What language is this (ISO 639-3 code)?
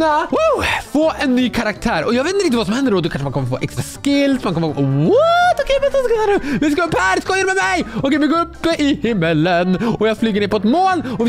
swe